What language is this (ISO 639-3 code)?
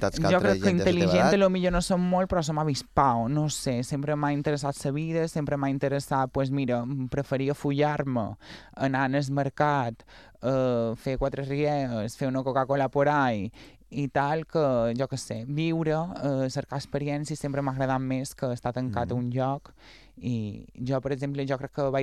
cat